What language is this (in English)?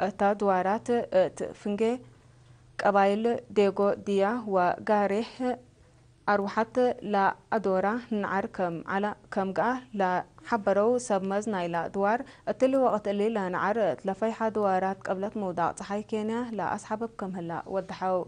Tigre